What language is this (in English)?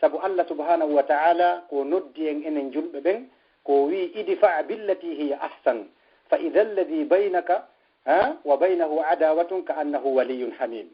Fula